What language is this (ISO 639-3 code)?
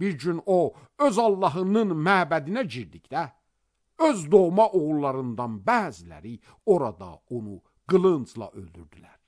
aze